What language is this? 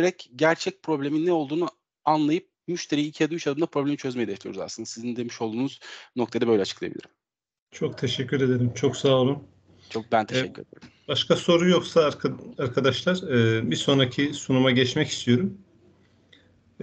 Turkish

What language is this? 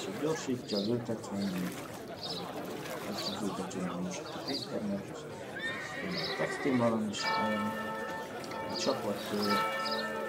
Hungarian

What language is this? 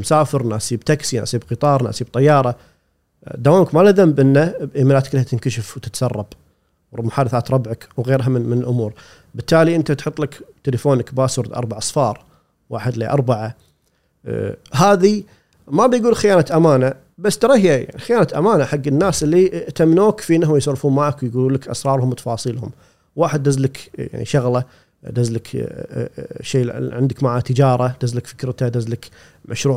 Gulf Arabic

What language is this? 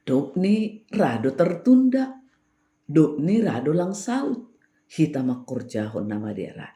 Batak Simalungun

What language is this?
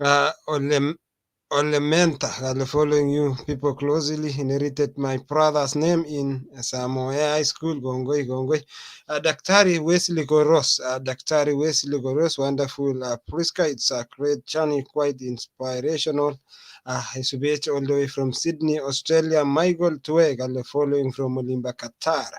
Kalenjin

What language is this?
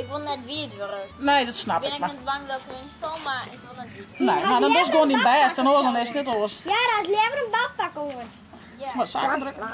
Western Frisian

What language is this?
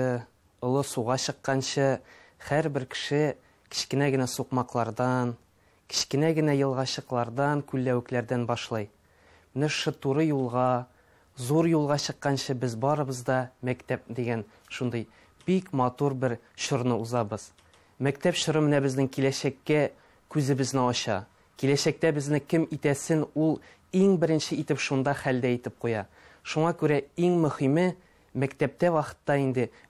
Tatar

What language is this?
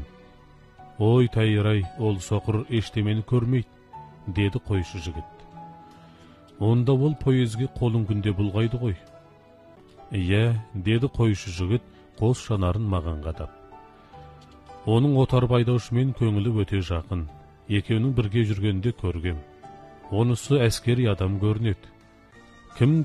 Kazakh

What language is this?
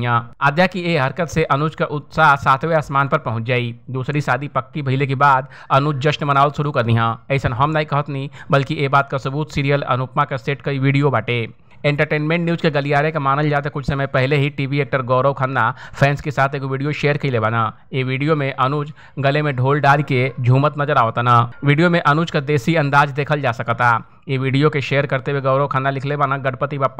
Bhojpuri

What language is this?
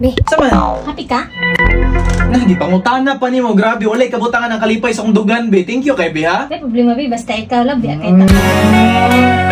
Cebuano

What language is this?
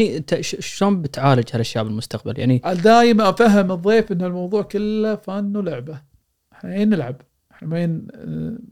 Gulf Arabic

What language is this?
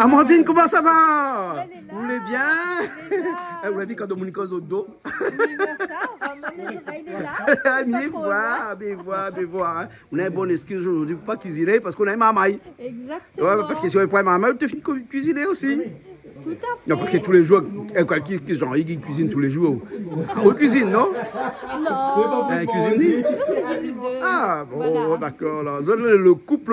Réunion Creole French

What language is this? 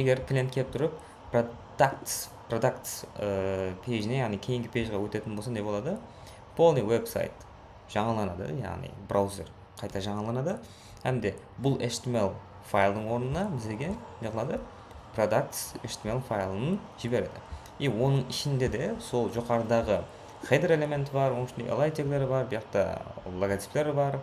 Kara-Kalpak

